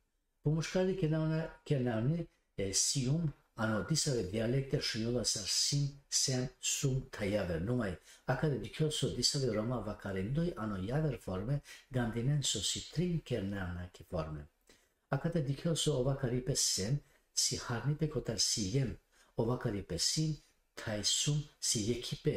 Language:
Balkan Romani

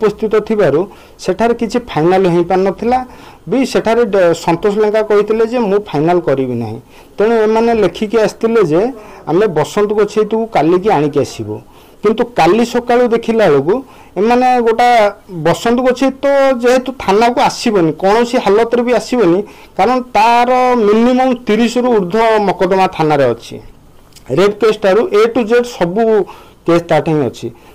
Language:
Odia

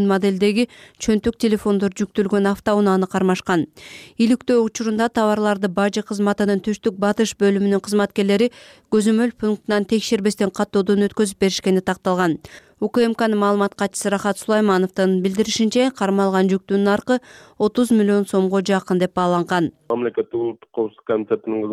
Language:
Kyrgyz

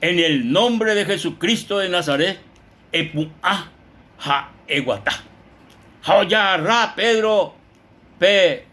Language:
Guarani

